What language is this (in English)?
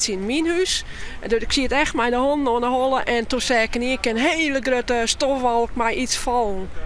Western Frisian